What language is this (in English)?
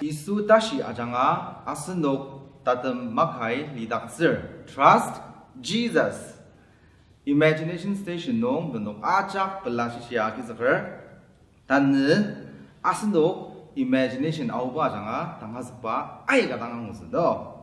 Ao Naga